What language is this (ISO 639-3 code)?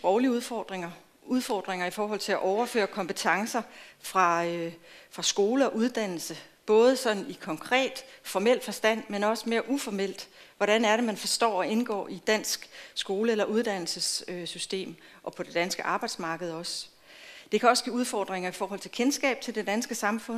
dan